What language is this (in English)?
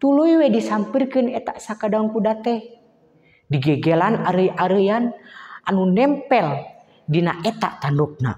Sundanese